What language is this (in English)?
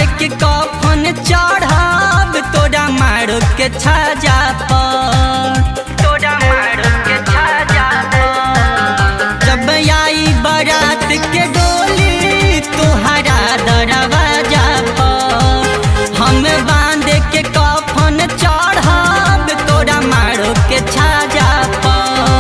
Bhojpuri